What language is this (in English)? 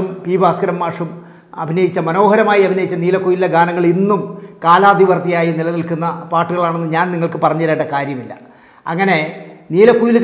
Malayalam